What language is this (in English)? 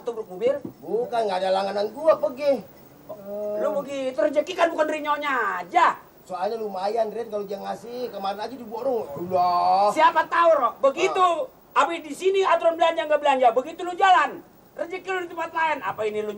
Betawi